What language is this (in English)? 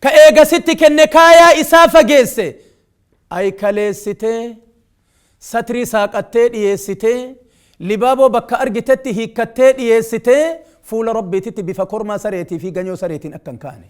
Oromo